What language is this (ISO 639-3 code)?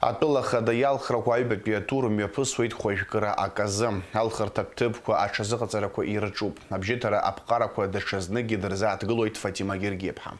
abk